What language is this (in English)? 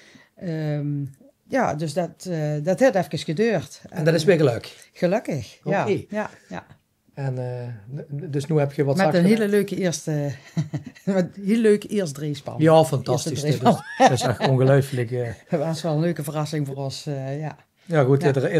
Limburgish